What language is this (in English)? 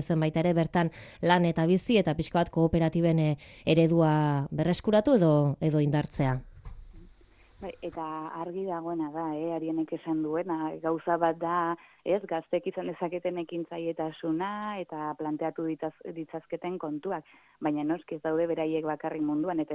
Basque